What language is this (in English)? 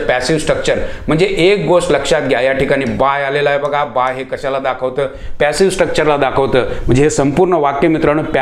Marathi